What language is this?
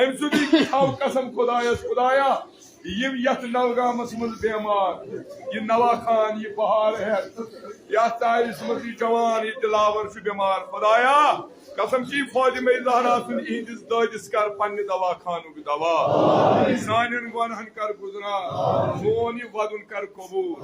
Kashmiri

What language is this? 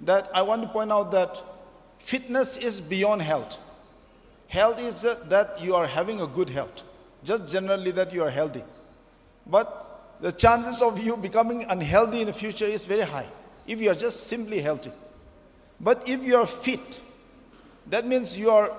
Tangkhul Naga (India)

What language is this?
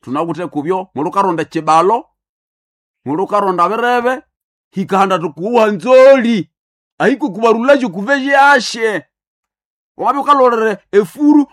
Nande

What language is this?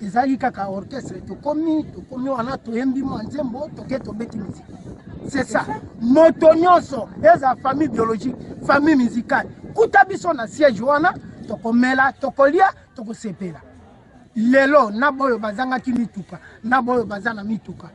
Lingala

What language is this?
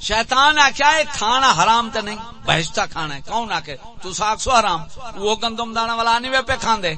Saraiki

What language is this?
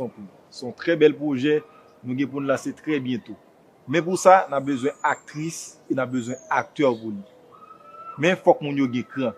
Haitian Creole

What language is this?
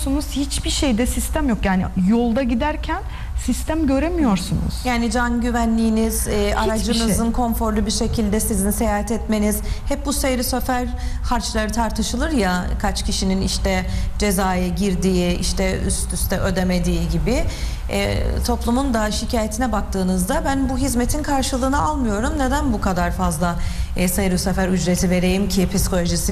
Turkish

